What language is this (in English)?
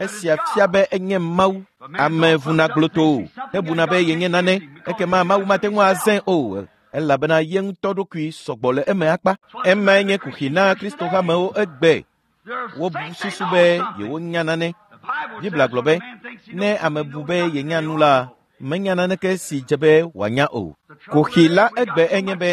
Ewe